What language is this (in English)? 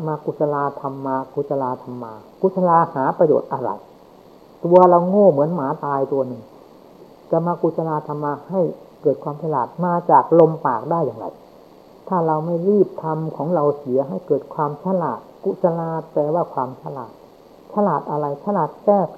Thai